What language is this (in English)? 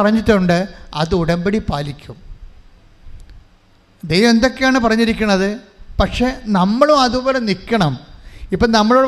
Malayalam